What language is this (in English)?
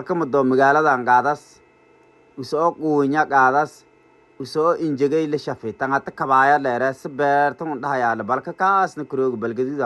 Somali